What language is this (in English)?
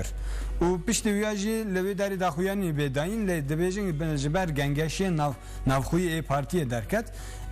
Kurdish